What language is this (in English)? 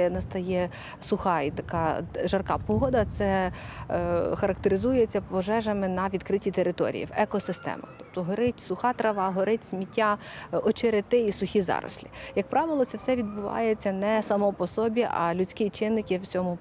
Ukrainian